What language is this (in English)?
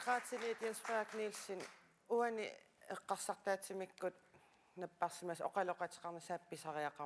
Kalaallisut